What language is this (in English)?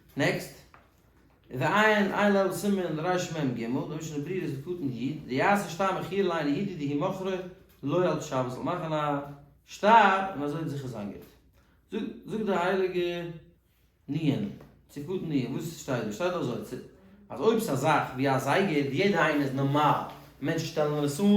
Yiddish